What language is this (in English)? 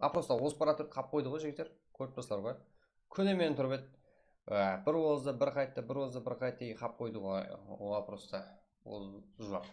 Kara-Kalpak